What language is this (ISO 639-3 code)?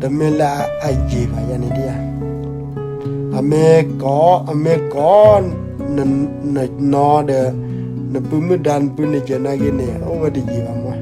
ksw